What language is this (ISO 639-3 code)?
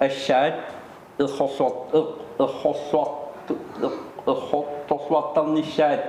kal